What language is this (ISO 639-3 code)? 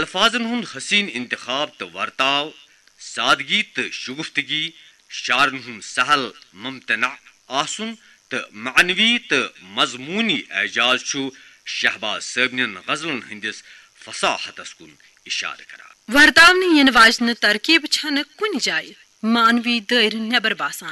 kas